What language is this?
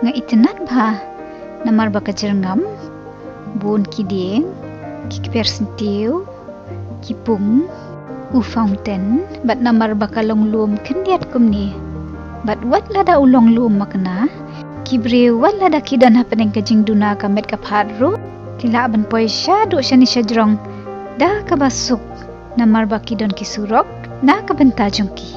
Khasi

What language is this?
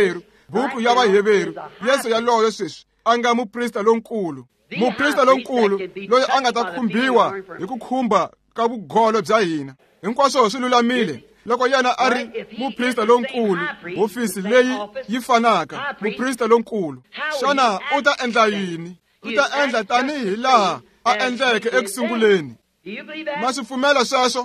Tsonga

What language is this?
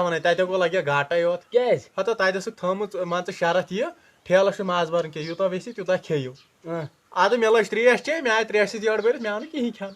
Kashmiri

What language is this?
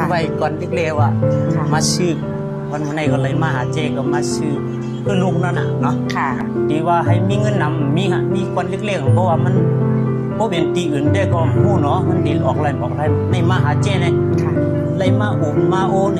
Shan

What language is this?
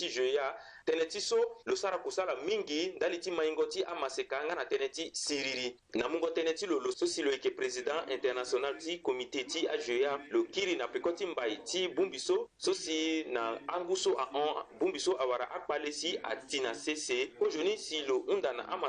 Sango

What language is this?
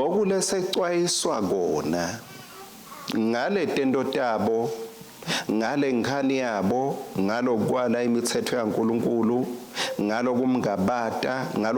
Swati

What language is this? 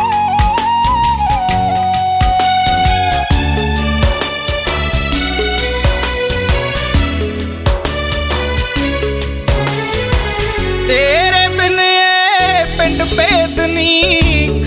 Punjabi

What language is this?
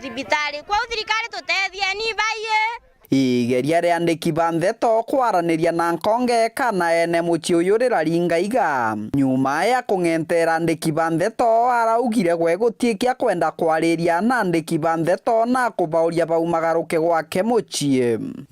Meru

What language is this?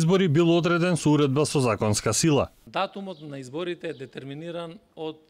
Macedonian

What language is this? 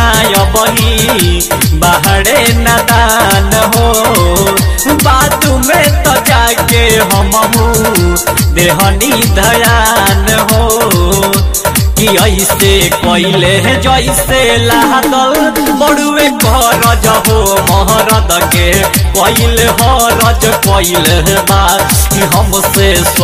Bhojpuri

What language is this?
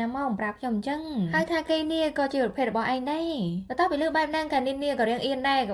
Khmer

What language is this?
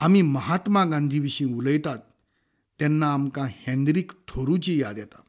Konkani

